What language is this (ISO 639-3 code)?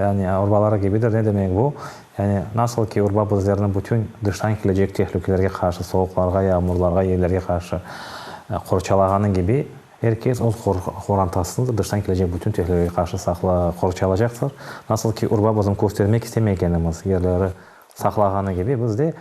crh